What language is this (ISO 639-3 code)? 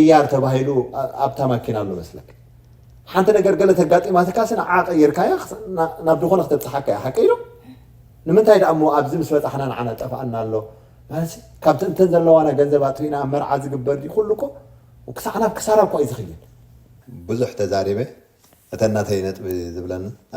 tir